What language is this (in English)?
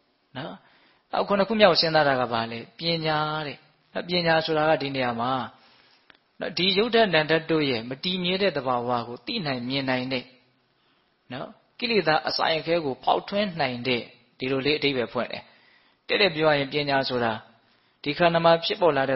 Burmese